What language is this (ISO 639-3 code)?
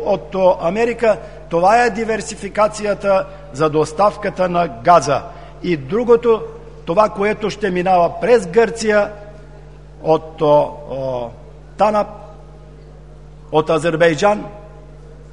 bul